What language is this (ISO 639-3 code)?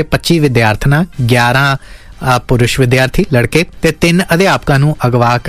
pan